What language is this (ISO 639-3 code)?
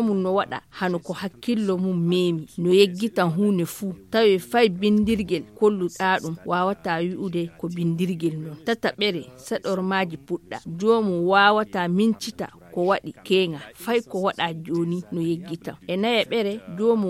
ful